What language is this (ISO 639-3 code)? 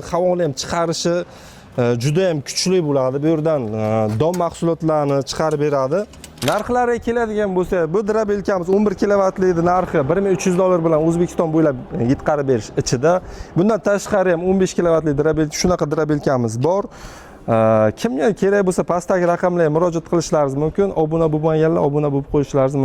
uzb